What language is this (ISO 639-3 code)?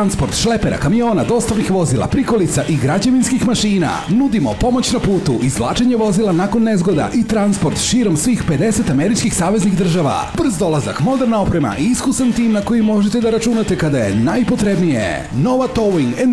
srp